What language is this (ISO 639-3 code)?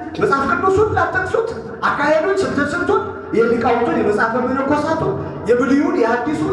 amh